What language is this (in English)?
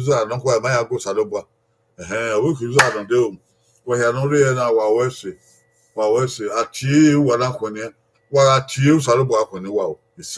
Bini